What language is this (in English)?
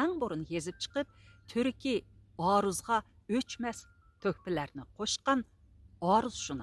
Uyghur